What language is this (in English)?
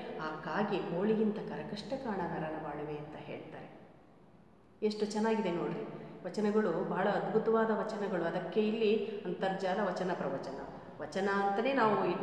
Kannada